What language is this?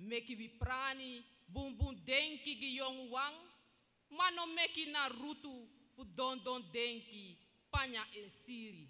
Sranan Tongo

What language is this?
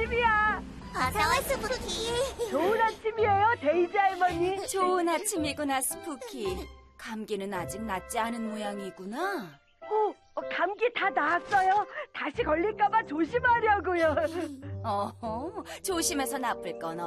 Korean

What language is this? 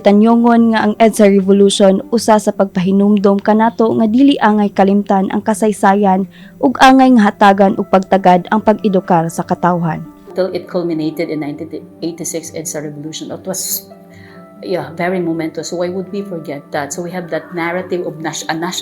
Cebuano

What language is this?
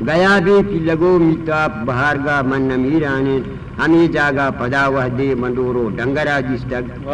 Eastern Balochi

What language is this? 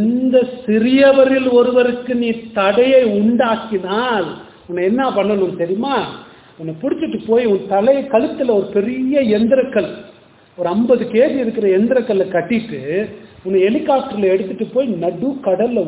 Tamil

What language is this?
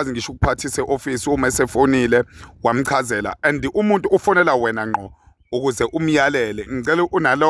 Zulu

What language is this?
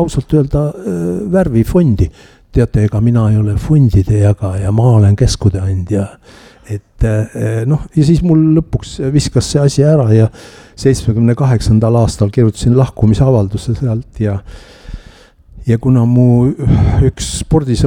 Estonian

